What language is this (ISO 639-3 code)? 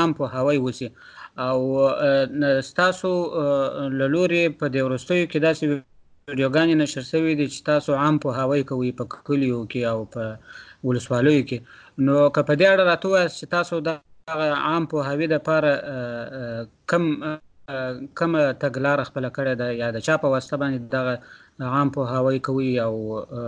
pus